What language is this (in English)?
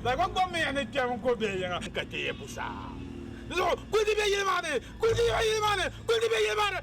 Dagbani